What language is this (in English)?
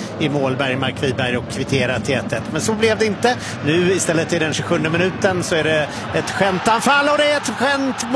Swedish